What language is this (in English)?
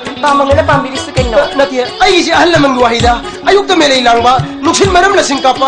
Manipuri